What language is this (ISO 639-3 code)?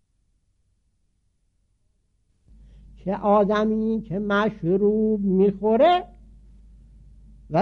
fas